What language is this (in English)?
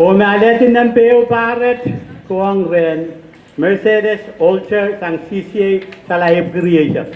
Pohnpeian